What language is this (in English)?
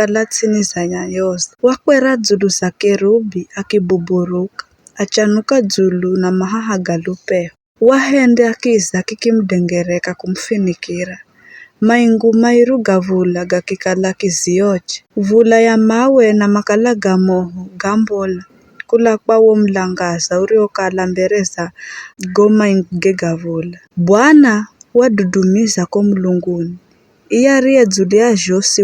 Giryama